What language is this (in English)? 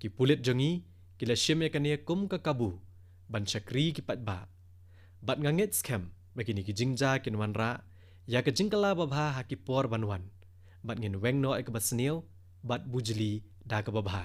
Khasi